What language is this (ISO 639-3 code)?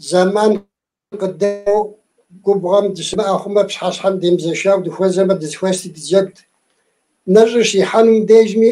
kbd